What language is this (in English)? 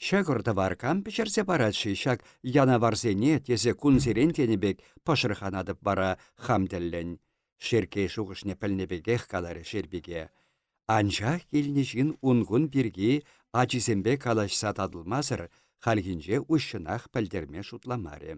Chuvash